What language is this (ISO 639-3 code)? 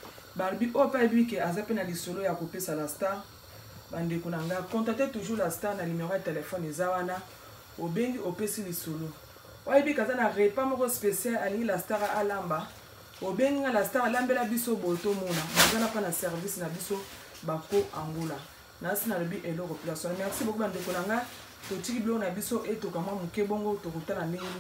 lin